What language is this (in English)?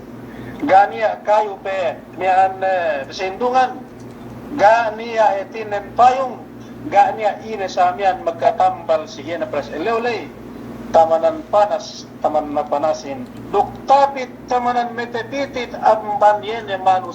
Yakan